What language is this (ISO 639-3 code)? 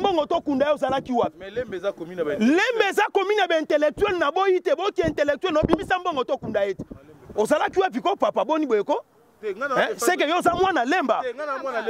lin